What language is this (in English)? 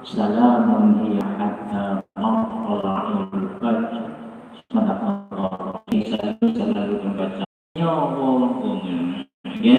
Achinese